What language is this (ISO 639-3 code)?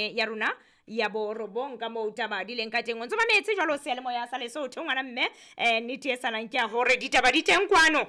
sot